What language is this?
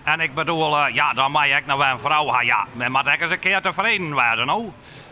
Western Frisian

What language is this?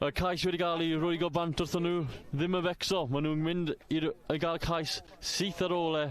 Welsh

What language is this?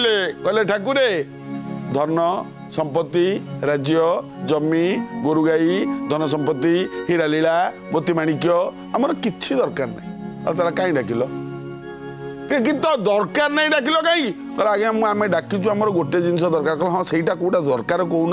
Odia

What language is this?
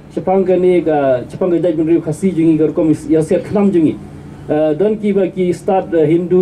Khasi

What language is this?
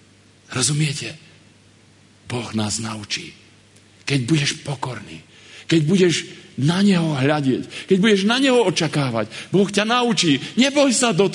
Slovak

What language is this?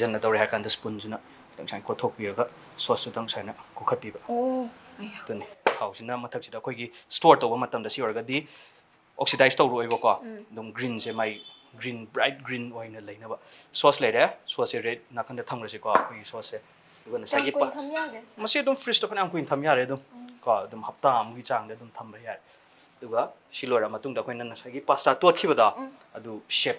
Manipuri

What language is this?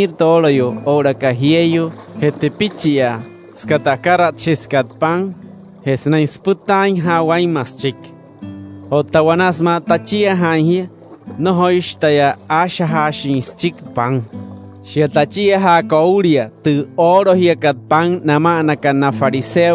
Wayuu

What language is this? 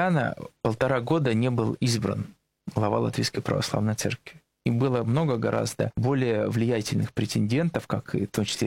Russian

